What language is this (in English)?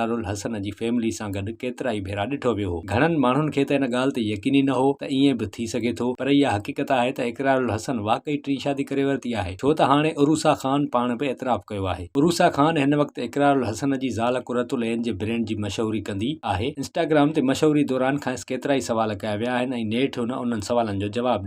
Sindhi